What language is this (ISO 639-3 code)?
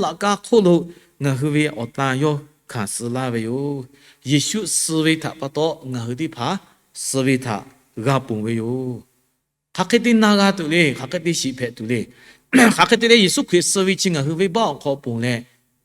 lhu